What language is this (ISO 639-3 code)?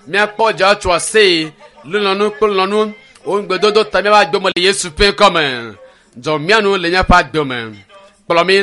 ewe